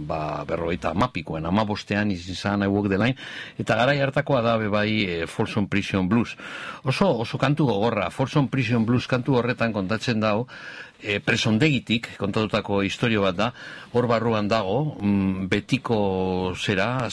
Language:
Basque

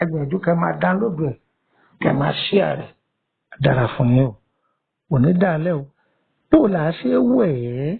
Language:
Yoruba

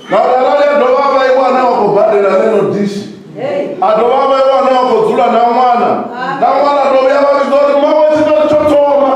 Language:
Venda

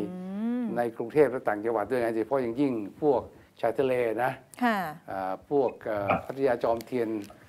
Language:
Thai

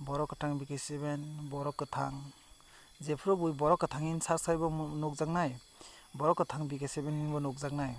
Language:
Kok Borok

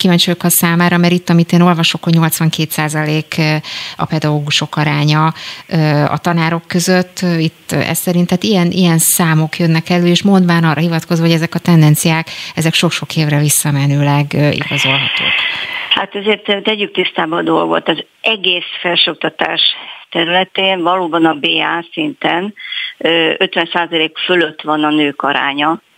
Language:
Hungarian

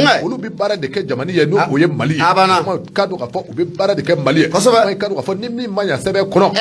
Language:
Bambara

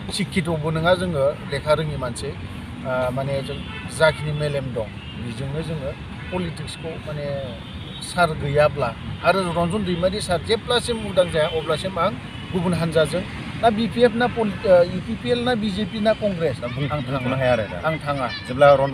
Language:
Bodo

